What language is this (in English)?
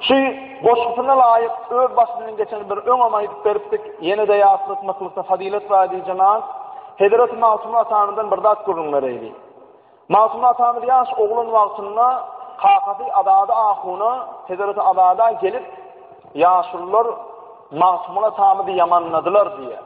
Turkmen